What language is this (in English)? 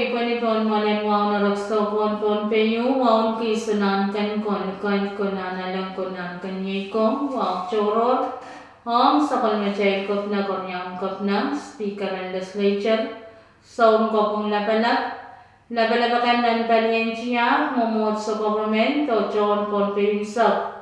Pohnpeian